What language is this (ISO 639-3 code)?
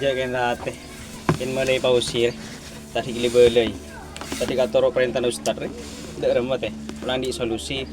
mad